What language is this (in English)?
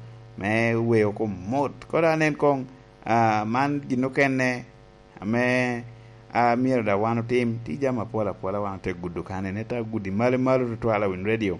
Lango (Uganda)